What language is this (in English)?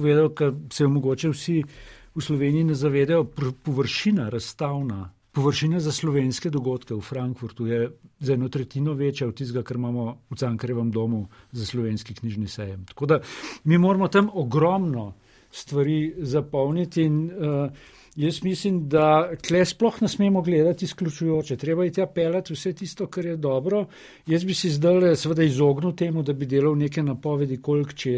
Slovenian